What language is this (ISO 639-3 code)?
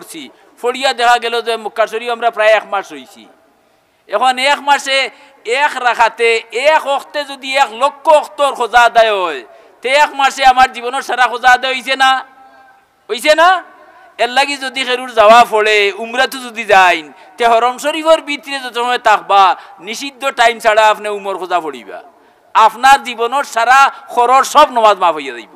syl